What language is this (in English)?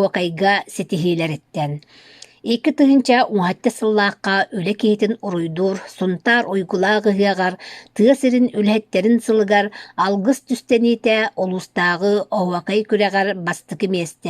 Yakut